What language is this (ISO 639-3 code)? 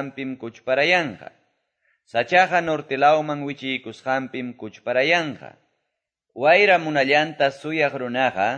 que